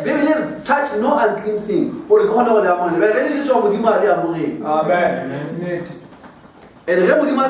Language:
Northern Sotho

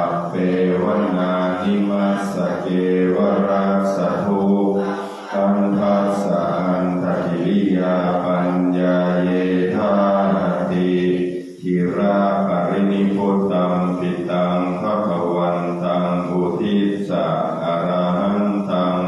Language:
Pali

